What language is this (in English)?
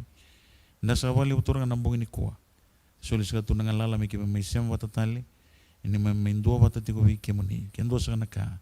Fijian